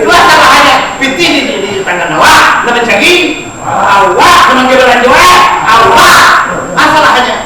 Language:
Minangkabau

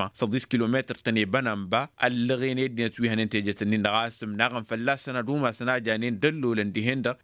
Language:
Tamasheq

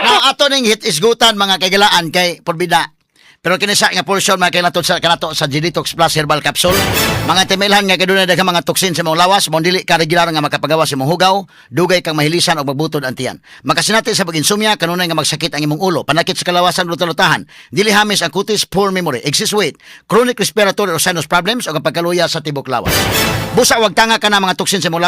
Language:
Cebuano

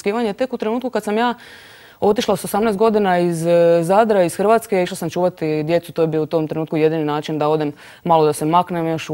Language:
Croatian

